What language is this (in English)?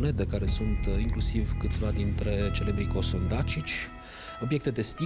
Romanian